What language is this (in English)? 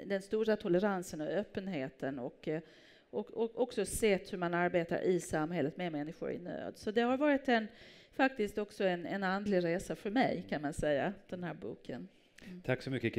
Swedish